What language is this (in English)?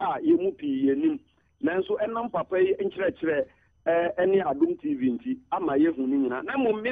Akan